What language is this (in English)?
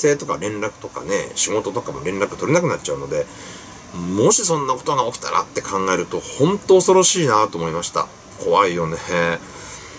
Japanese